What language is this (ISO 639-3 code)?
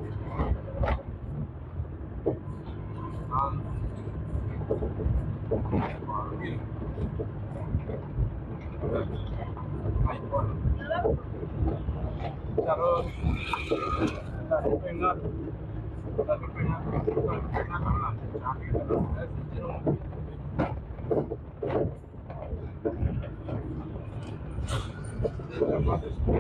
swa